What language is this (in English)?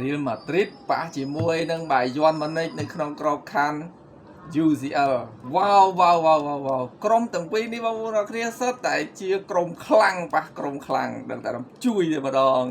Khmer